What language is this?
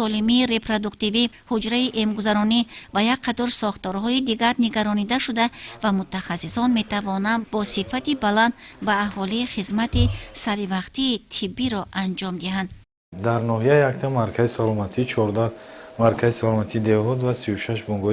Tajik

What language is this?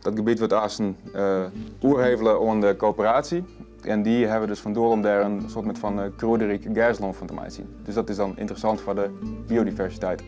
Western Frisian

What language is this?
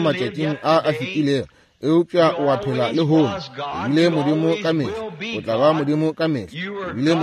Northern Sotho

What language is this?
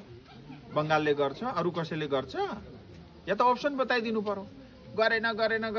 Nepali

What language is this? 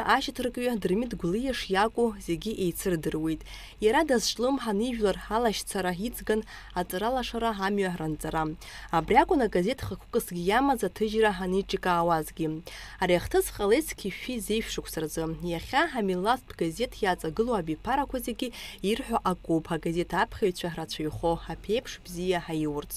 Abkhazian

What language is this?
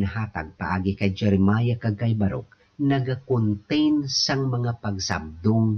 Hiligaynon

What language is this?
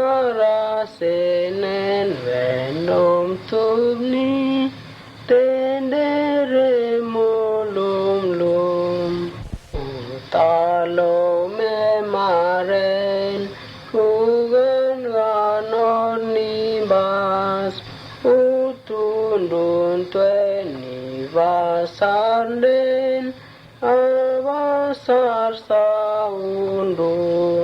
Mota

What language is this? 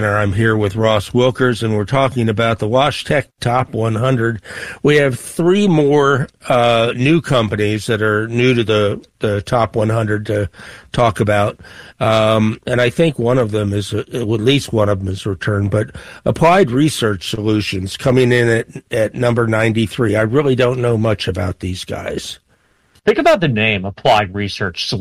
English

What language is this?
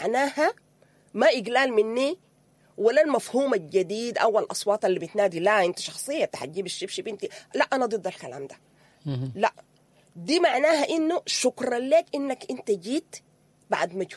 Sudanese Arabic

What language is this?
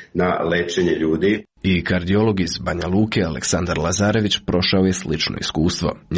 Serbian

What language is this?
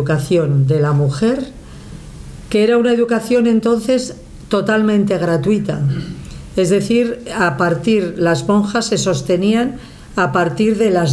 Spanish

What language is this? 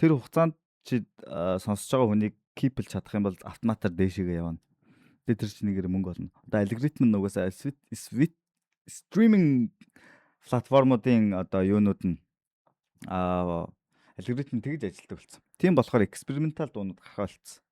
Mongolian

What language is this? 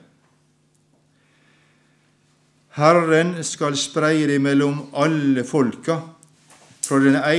Norwegian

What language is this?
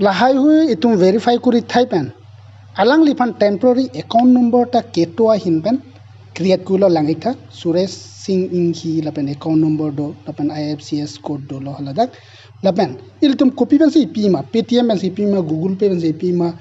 Karbi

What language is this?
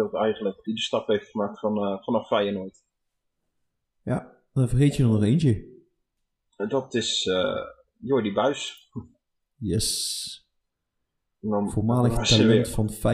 Dutch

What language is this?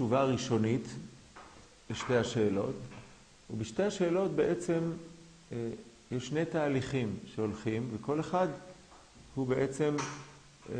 Hebrew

